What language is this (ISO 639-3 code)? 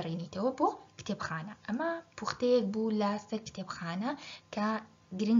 ckb